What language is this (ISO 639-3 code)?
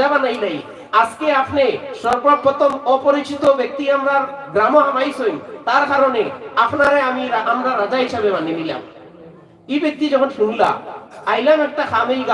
syl